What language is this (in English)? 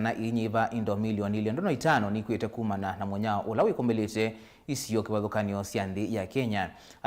Kamba